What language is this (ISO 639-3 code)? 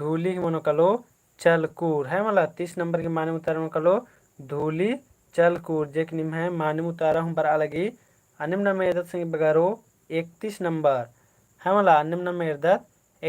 kru